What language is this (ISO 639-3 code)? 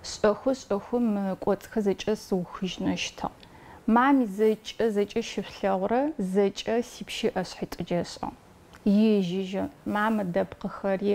ady